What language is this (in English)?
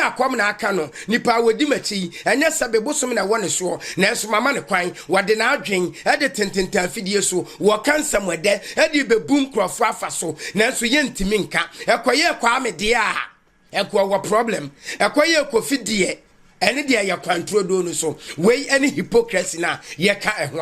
Akan